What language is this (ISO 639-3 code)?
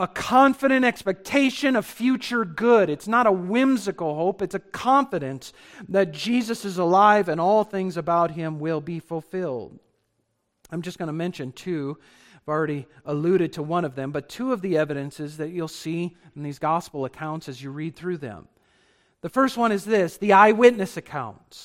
eng